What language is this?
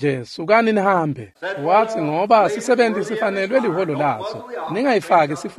Swati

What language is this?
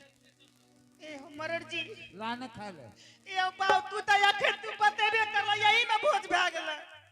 Angika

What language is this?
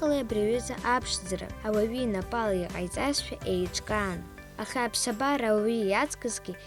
Abkhazian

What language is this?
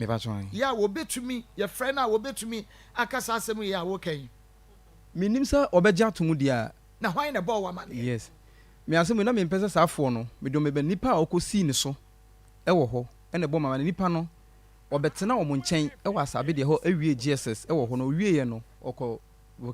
Akan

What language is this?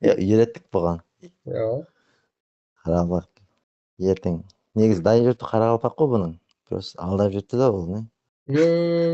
Kara-Kalpak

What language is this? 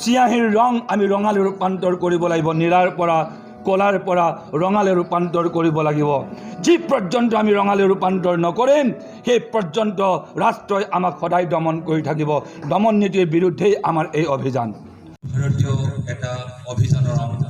Assamese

